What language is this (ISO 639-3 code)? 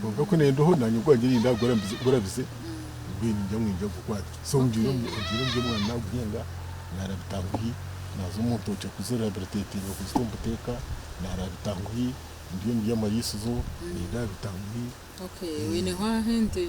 nyn